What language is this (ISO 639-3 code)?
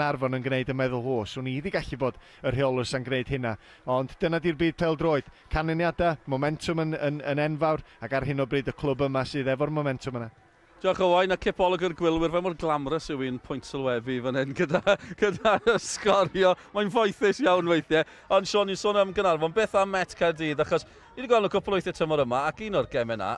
cym